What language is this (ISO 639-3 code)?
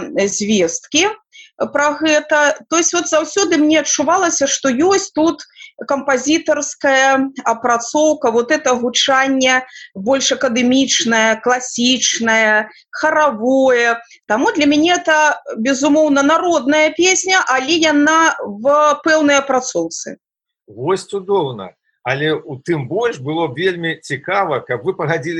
bel